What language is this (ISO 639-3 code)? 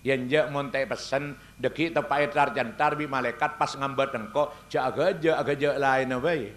mad